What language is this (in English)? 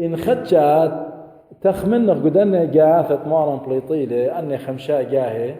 Assyrian Neo-Aramaic